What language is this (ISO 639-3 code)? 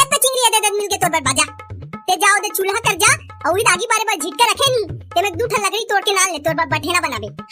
hne